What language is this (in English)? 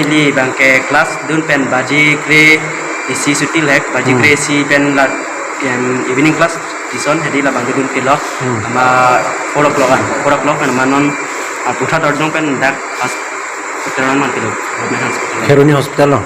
Karbi